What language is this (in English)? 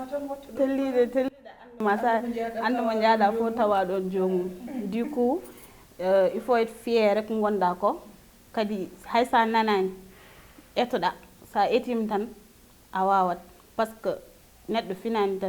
Fula